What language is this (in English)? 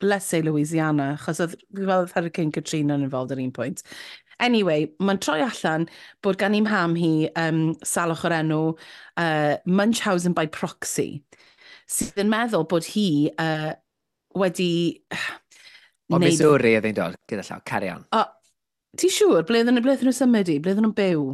Welsh